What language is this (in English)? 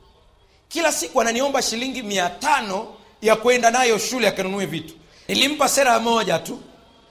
Swahili